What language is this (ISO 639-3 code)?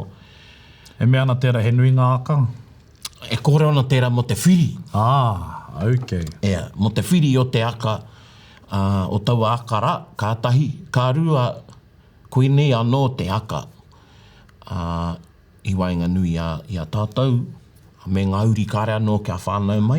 mri